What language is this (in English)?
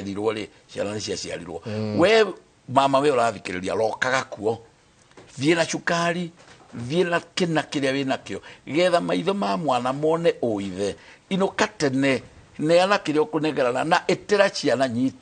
Kikuyu